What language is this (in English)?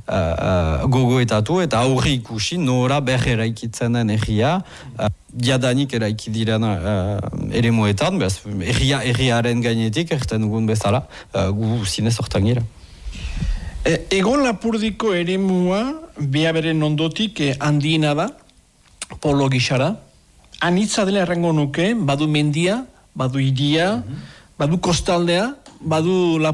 Basque